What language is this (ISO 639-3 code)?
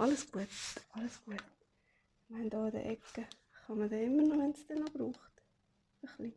gsw